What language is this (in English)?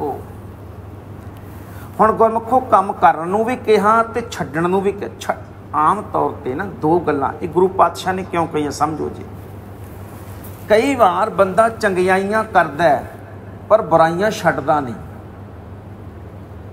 Punjabi